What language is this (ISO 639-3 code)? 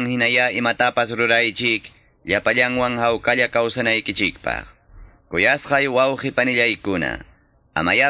que